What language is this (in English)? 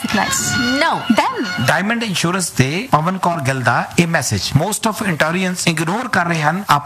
Punjabi